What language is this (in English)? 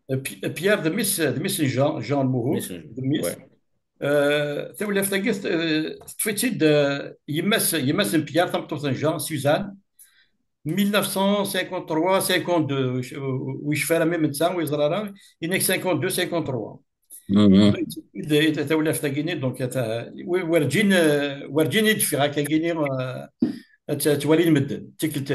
Kabyle